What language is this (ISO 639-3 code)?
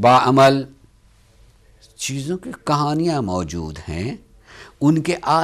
urd